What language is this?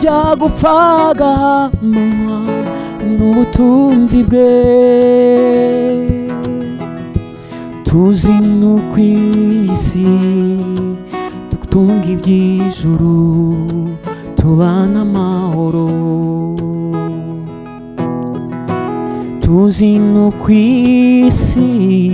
Kinyarwanda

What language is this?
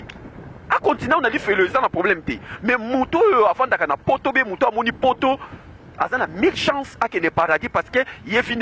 Lingala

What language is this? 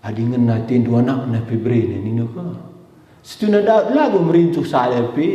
Batak Karo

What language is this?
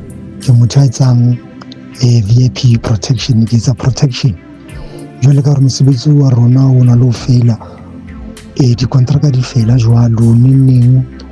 Southern Sotho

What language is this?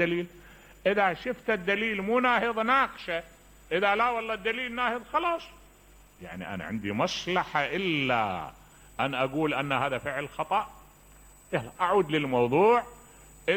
Mesopotamian Arabic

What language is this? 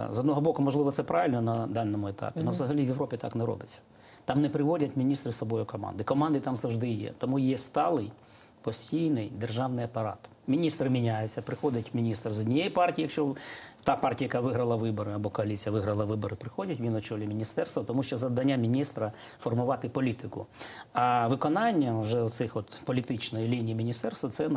Ukrainian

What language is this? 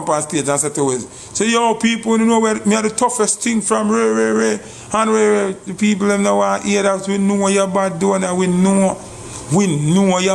Jamaican Creole English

